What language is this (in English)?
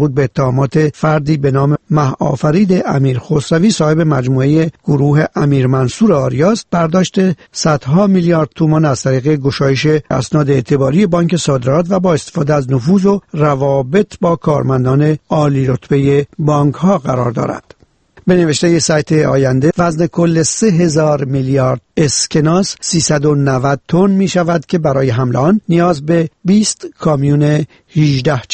Persian